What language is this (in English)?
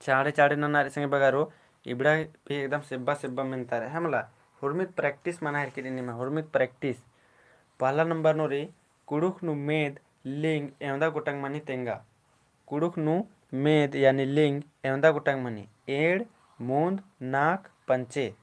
Kurukh